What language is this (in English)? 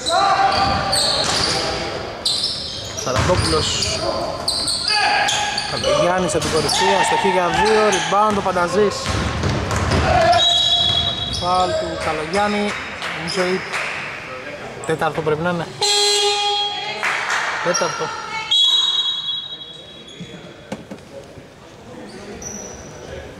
Greek